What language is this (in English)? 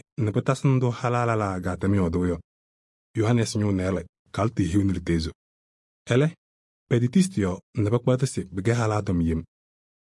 Kabiyè